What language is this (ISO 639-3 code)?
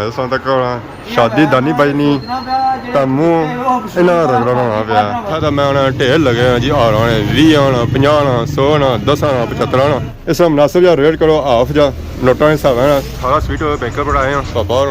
phr